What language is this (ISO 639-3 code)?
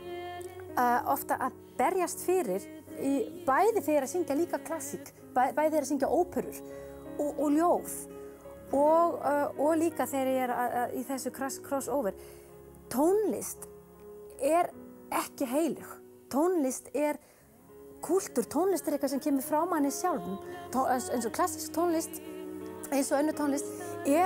isl